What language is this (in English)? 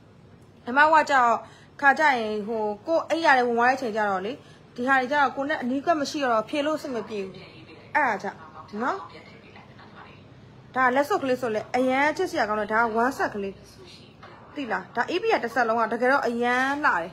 Burmese